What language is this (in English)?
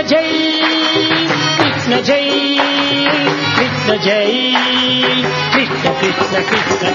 Telugu